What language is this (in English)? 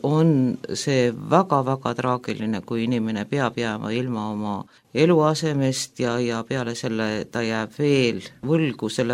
Estonian